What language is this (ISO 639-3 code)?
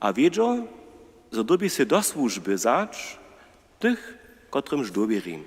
hsb